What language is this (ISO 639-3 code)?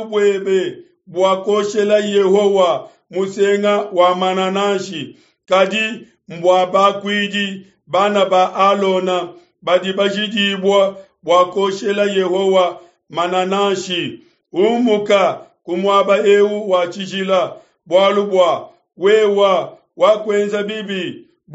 lua